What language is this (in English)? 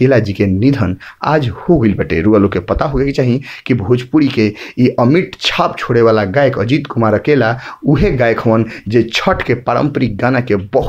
Bhojpuri